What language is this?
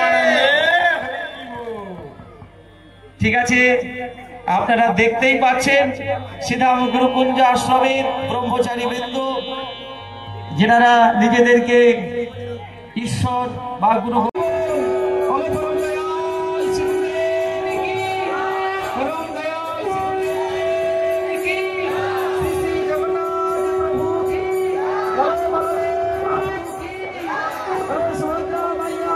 Bangla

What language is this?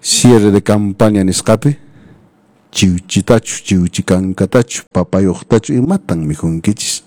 Quechua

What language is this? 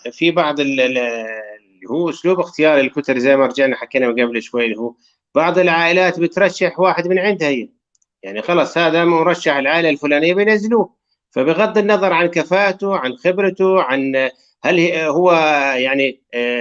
North Levantine Arabic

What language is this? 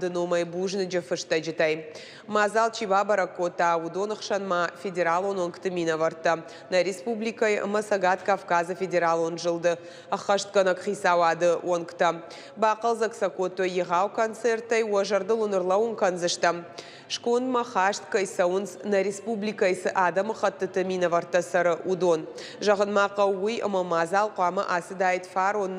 Ossetic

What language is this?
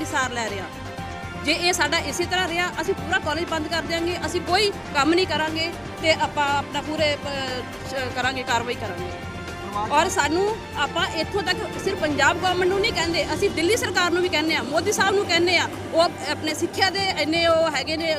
Punjabi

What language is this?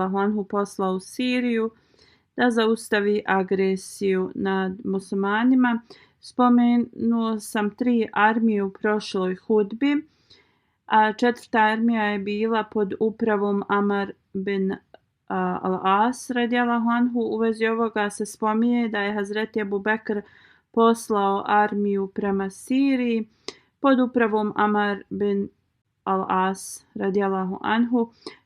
Bosnian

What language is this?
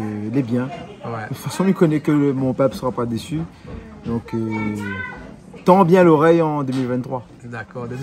Réunion Creole French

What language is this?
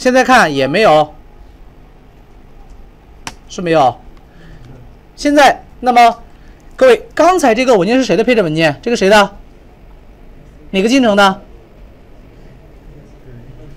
Chinese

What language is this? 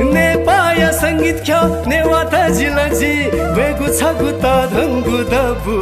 Newari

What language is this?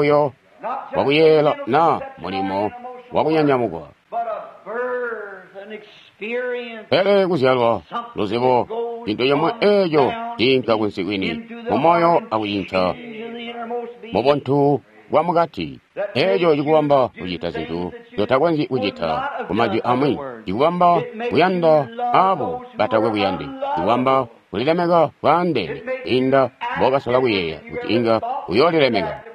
Tonga (Zambia)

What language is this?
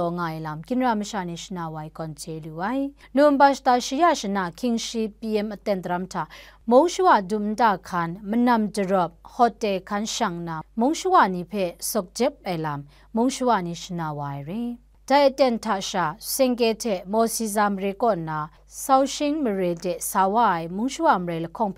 Kachin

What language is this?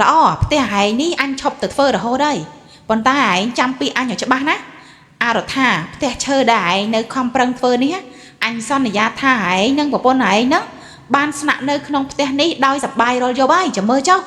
Khmer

